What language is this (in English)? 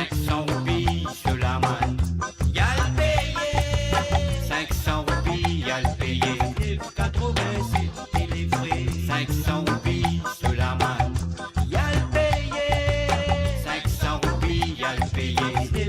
Morisyen